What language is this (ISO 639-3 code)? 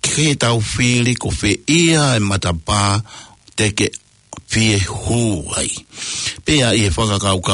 ton